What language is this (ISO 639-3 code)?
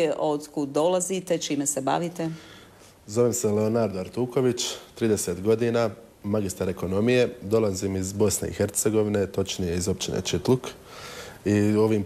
hrv